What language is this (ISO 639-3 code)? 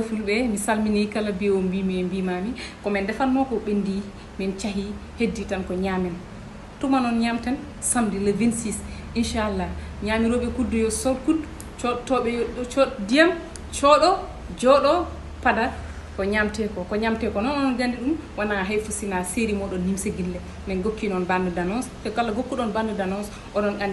ful